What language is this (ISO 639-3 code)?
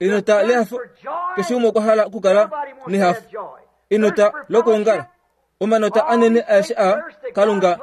kua